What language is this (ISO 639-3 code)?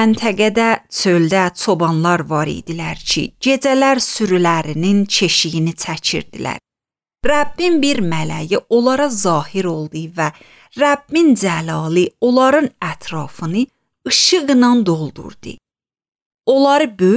aze